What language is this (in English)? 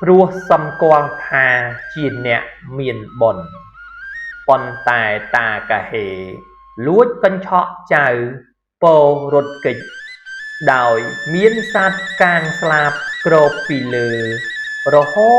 Khmer